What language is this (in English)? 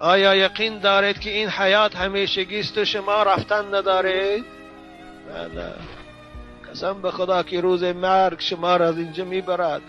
Tajik